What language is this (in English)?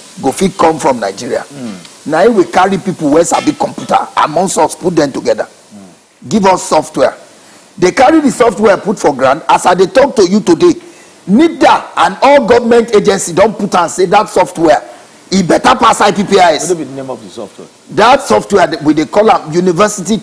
Nigerian Pidgin